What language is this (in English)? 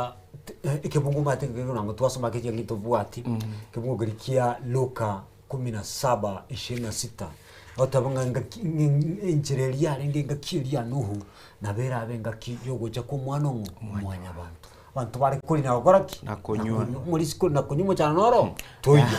Gusii